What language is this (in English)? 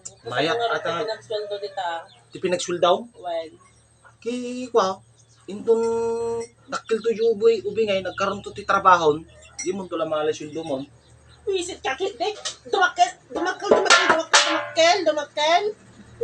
Iloko